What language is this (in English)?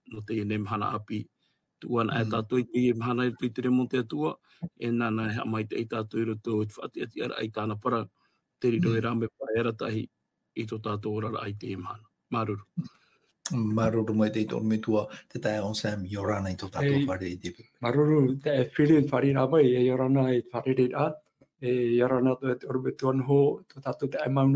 Tahitian